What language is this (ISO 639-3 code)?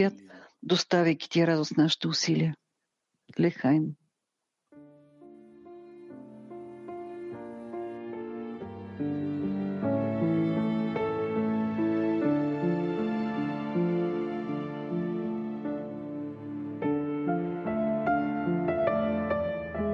bul